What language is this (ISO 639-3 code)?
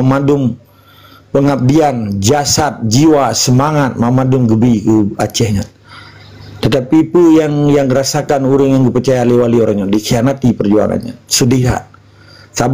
ace